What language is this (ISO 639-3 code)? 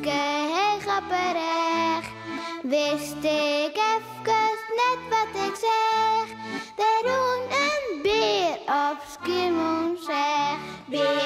fry